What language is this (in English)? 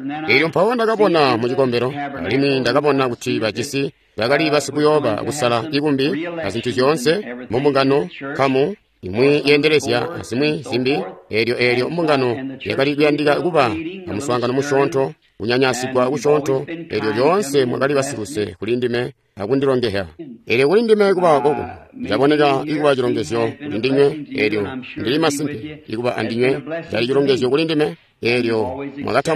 Tonga (Zambia)